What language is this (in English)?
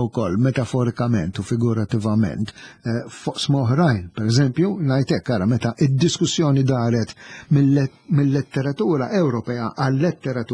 Maltese